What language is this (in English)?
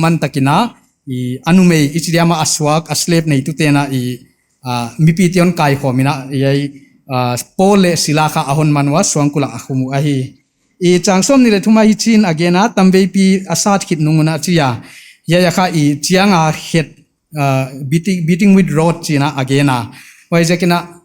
Paite Chin